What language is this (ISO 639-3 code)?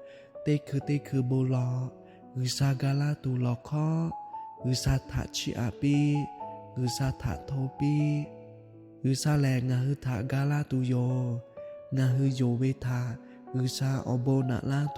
lhu